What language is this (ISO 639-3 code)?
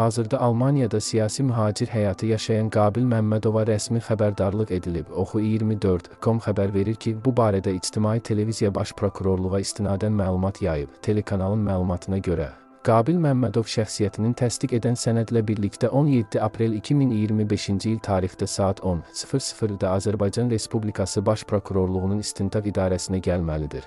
aze